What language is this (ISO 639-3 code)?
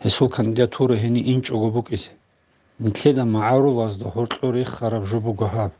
ava